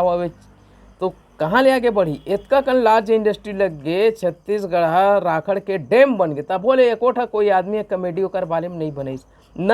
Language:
Chhattisgarhi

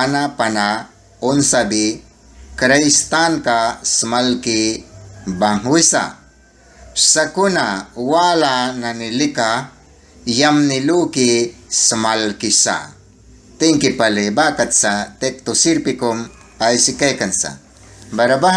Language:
Mískito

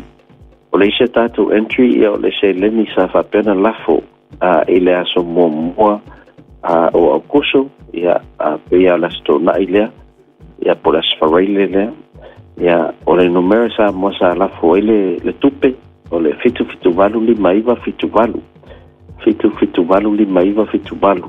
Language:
Samoan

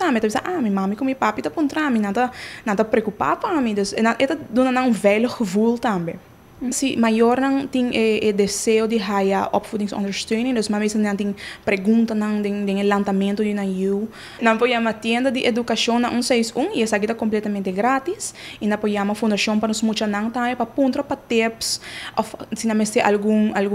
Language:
Papiamento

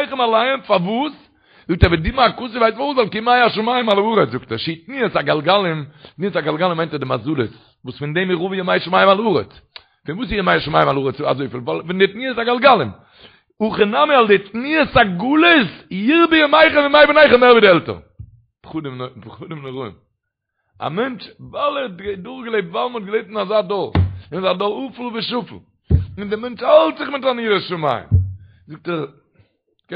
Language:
Yiddish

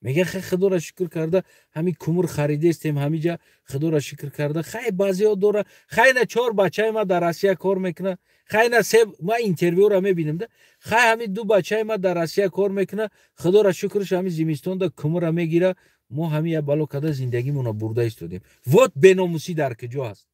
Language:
Tajik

